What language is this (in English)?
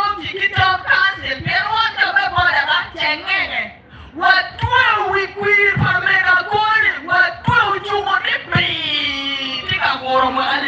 Acoli